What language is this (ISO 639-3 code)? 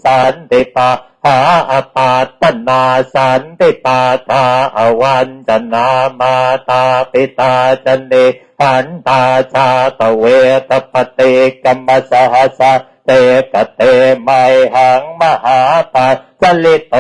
pli